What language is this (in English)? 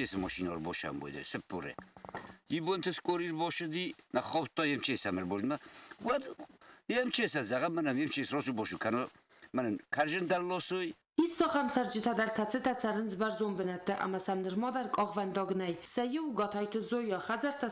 Ossetic